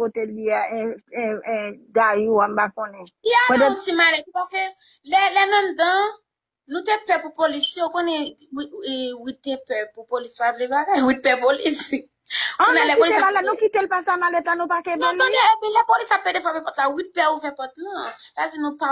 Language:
Haitian Creole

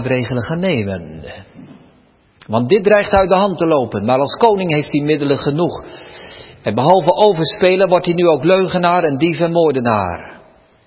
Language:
Dutch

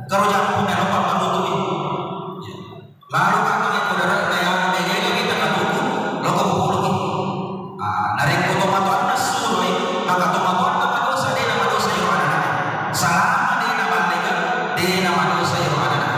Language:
Buginese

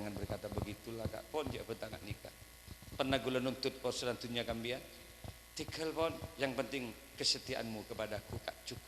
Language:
Madurese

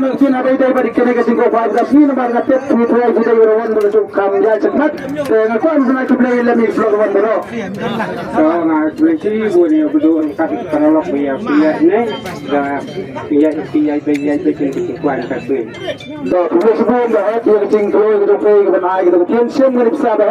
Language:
Khasi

